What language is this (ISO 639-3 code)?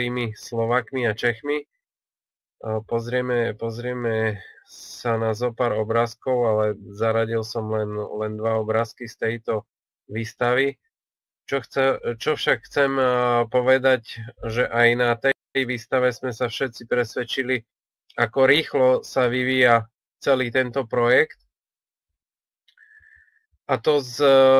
slk